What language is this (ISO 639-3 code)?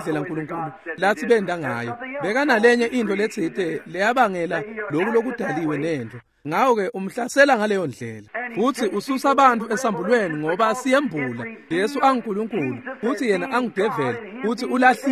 ssw